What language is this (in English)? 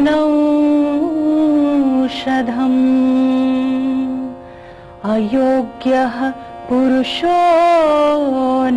Sanskrit